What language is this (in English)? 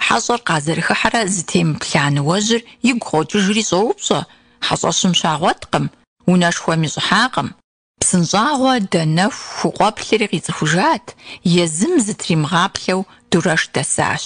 Kabardian